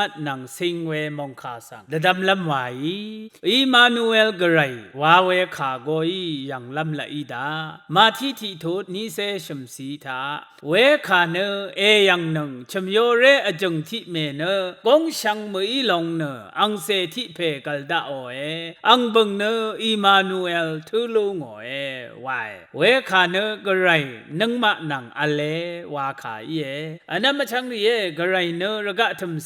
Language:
Rawang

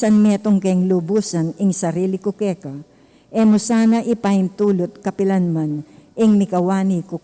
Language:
Pampanga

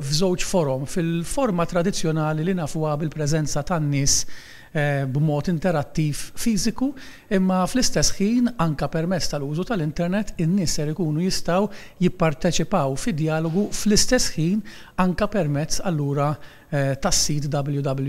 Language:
Maltese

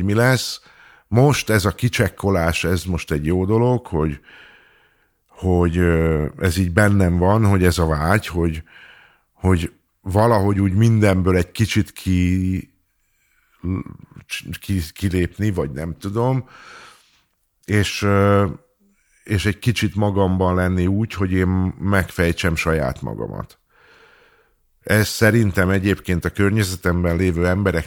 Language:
Hungarian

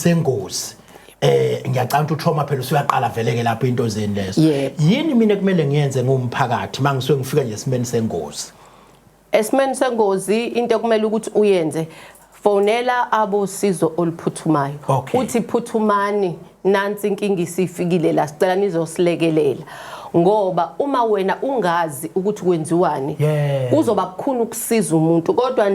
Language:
Zulu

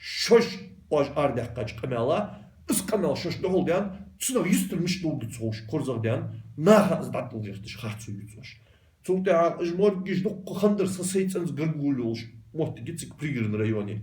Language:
Ingush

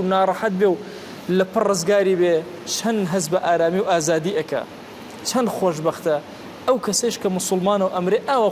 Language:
Central Kurdish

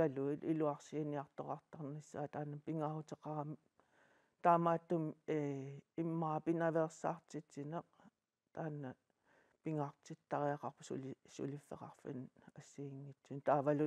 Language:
Kalaallisut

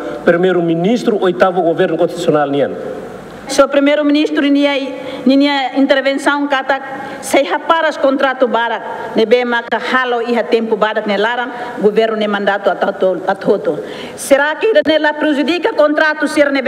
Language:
Tetum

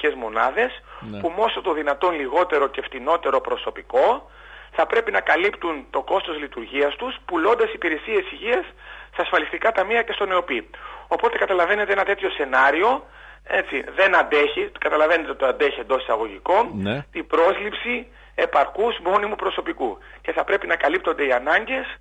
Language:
Greek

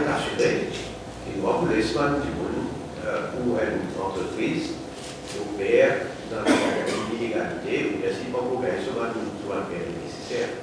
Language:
Morisyen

